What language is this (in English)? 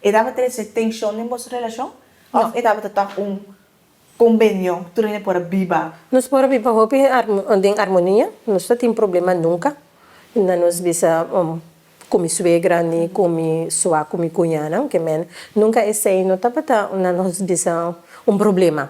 Papiamento